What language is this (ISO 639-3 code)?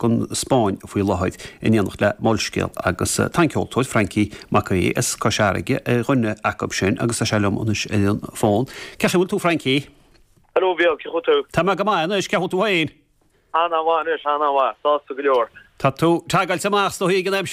gle